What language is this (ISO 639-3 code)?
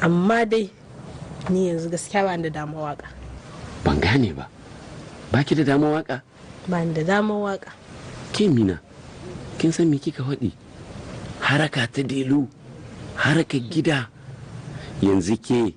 hau